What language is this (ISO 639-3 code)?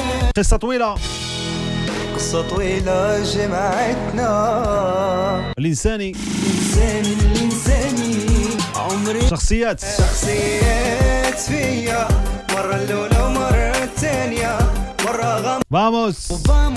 ary